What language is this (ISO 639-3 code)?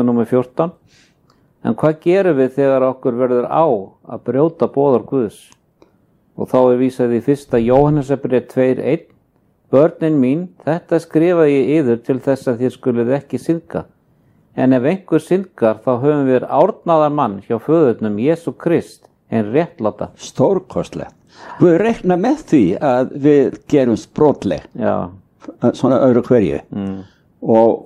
isl